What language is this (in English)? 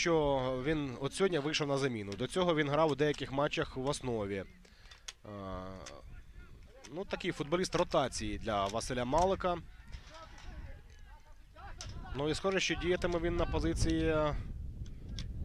Ukrainian